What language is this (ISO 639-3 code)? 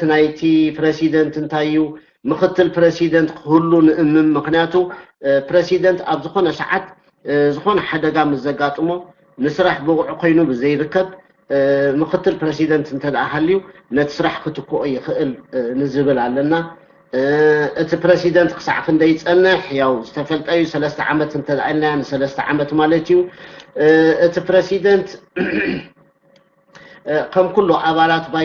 tir